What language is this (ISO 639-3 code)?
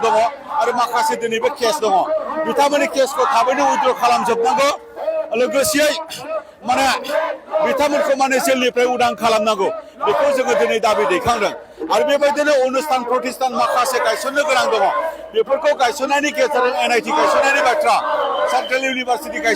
brx